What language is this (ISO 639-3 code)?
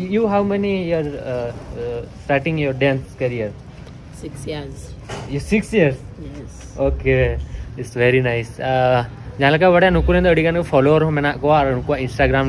sat